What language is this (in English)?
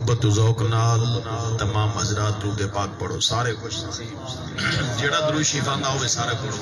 Saraiki